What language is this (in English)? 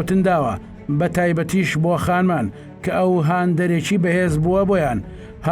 Central Kurdish